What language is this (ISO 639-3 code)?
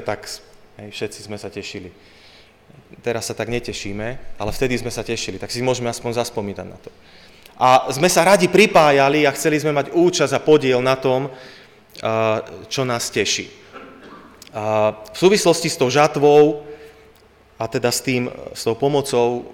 slk